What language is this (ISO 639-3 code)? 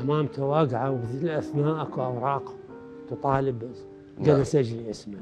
acm